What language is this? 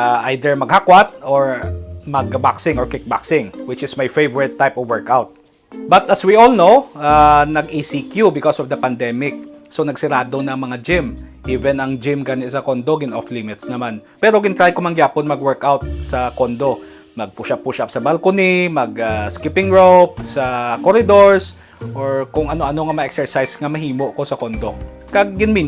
Hiligaynon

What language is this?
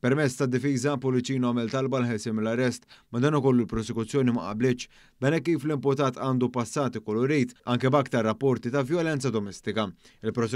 Maltese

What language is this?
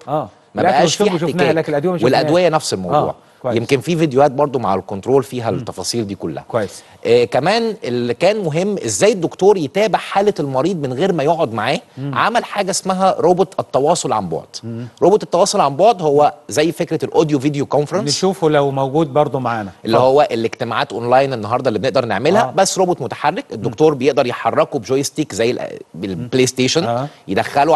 Egyptian Arabic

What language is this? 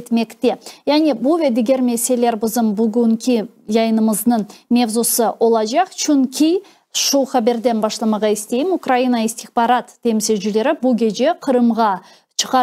Crimean Tatar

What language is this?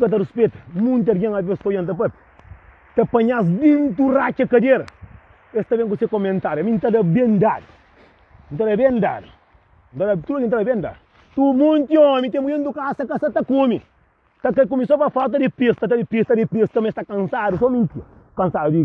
Kabuverdianu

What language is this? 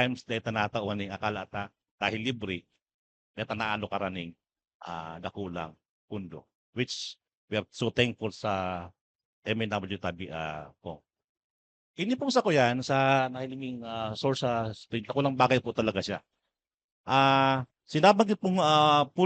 Bikol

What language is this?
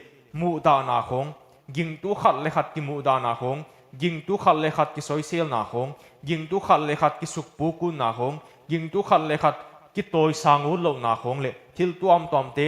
Paite Chin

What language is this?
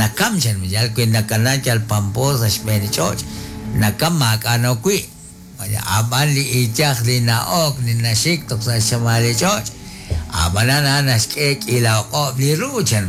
Kekchí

